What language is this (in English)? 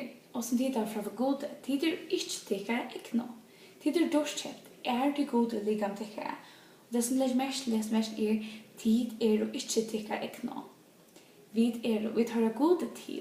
Faroese